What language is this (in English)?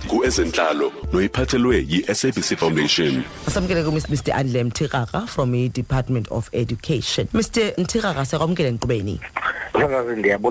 Xhosa